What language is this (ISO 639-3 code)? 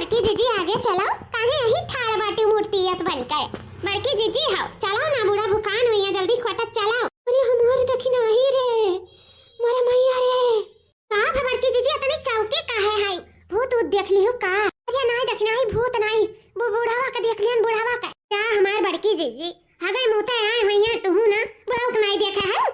awa